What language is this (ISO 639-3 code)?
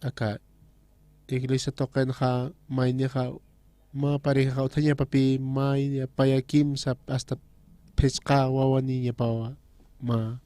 aym